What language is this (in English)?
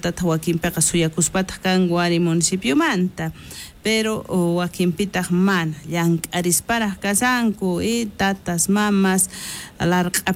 South Bolivian Quechua